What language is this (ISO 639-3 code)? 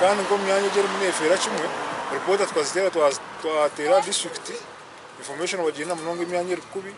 nyn